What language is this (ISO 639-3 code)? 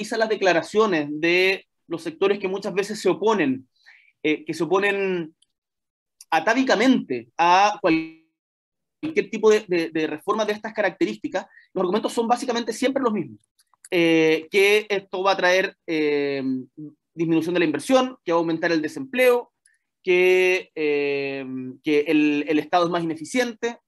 spa